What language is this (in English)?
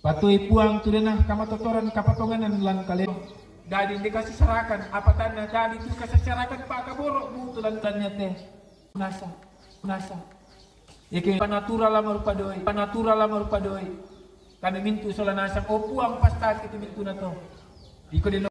Toraja-Sa'dan